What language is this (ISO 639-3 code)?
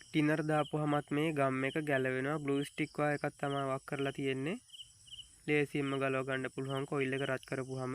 sin